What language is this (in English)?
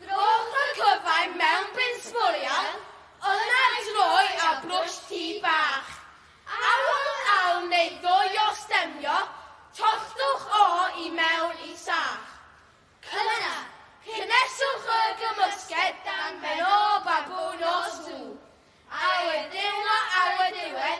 Welsh